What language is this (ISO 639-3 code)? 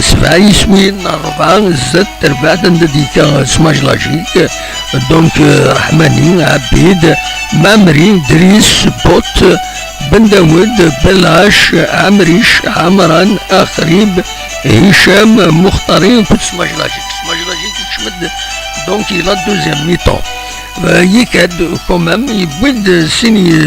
kab